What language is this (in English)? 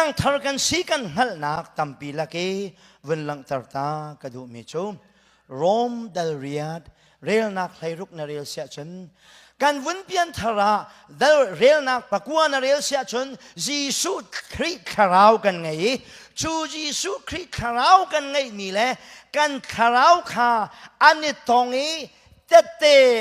Hakha Chin